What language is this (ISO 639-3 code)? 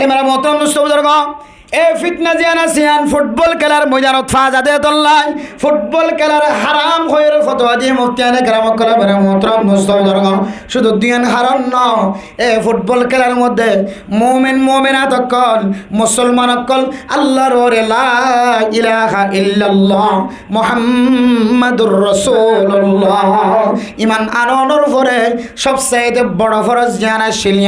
rhg